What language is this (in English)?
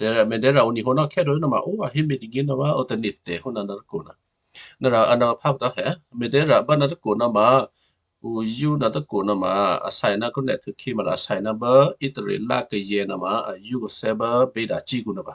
Western Kayah